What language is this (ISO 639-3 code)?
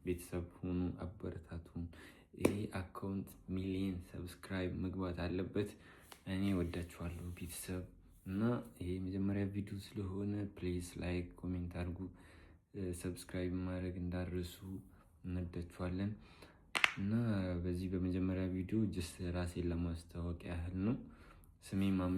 amh